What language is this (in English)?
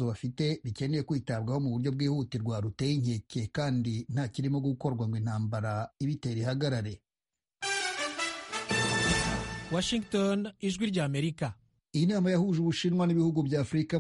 Kinyarwanda